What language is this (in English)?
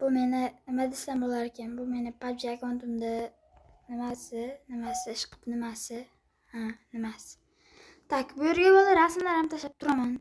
Uzbek